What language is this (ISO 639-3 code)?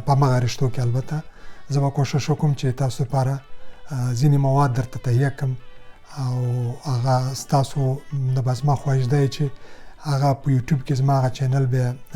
pus